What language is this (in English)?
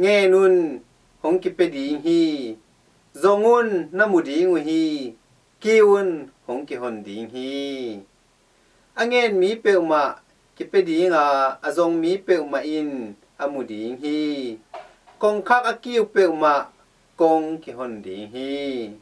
Tedim Chin